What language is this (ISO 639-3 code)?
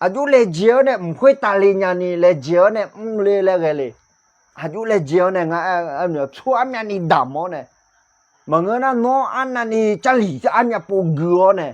ahk